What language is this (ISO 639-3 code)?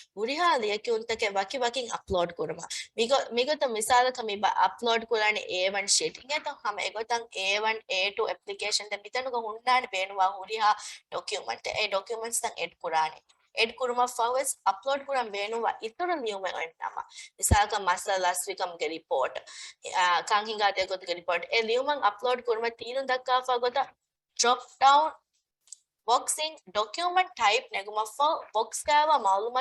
div